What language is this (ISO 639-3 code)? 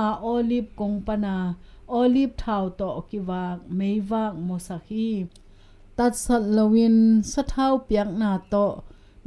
ctd